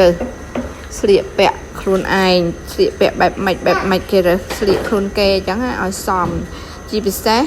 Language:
Khmer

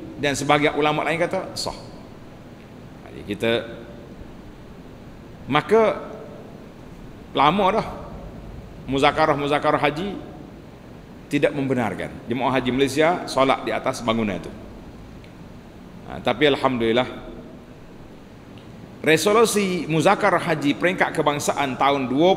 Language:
Malay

